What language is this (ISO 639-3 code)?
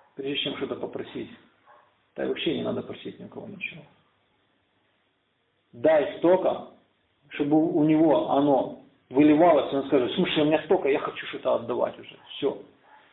rus